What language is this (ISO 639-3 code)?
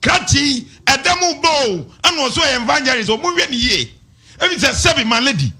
aka